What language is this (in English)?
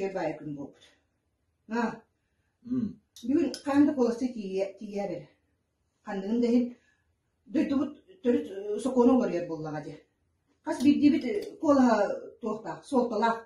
Yakut